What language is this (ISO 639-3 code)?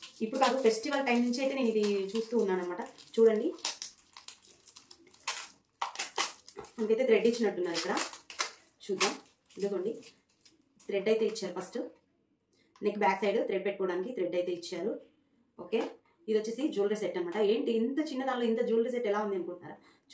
tel